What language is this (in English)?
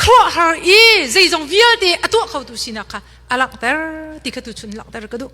Hakha Chin